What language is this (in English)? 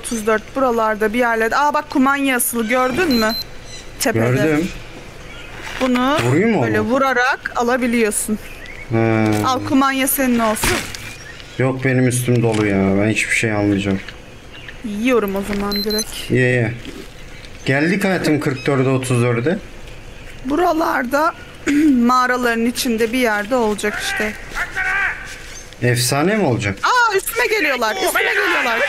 Turkish